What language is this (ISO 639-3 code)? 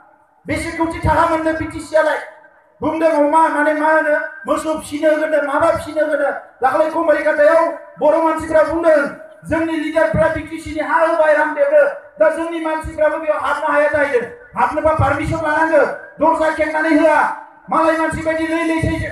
brx